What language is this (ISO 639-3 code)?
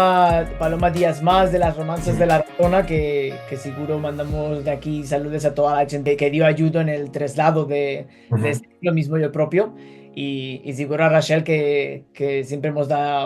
lad